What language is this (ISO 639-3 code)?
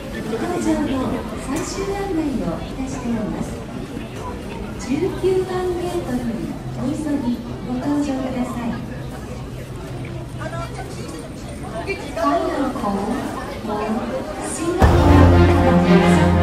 jpn